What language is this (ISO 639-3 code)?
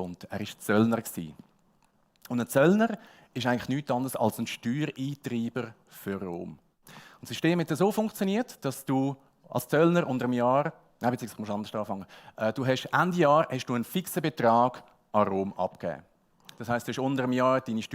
gsw